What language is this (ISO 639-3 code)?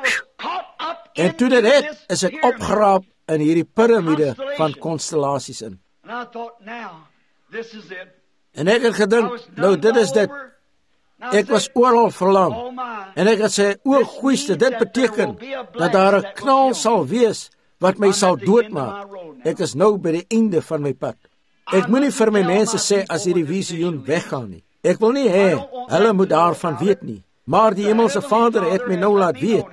afr